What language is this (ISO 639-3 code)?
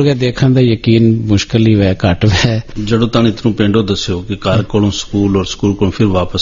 gju